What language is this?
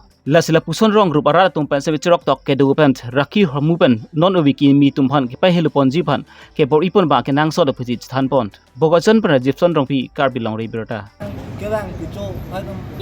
Karbi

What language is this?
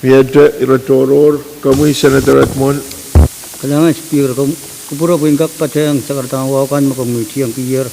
Pohnpeian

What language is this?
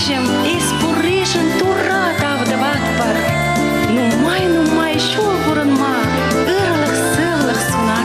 Chuvash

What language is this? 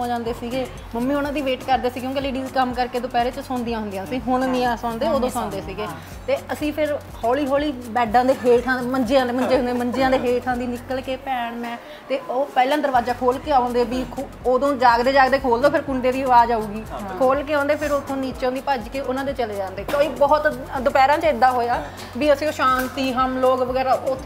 Punjabi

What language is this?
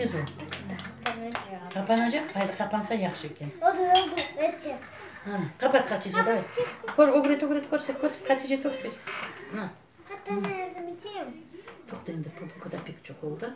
Crimean Tatar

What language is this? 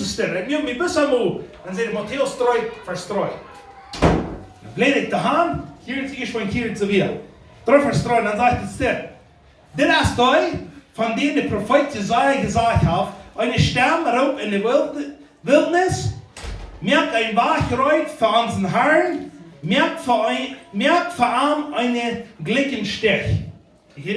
Plautdietsch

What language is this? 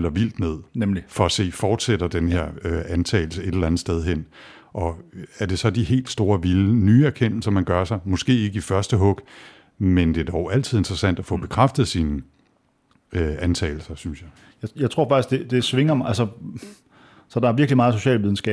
Danish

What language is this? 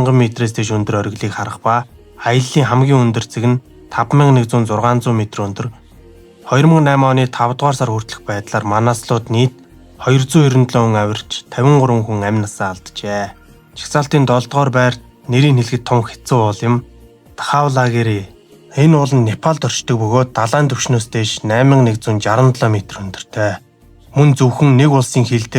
Mongolian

